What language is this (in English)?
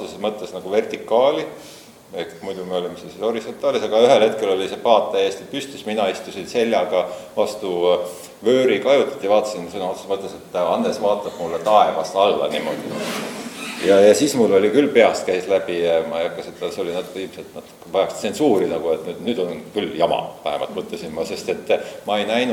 Estonian